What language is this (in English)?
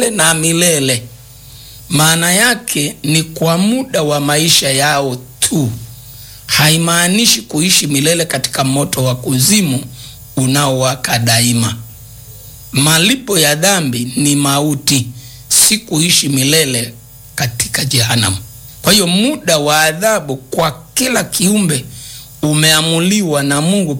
Swahili